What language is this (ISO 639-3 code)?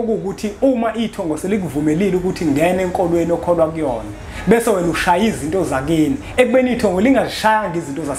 zul